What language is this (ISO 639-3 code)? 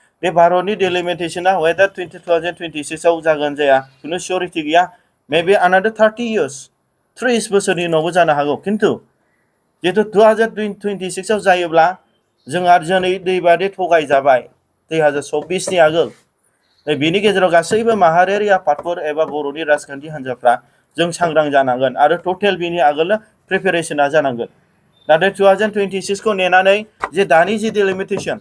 brx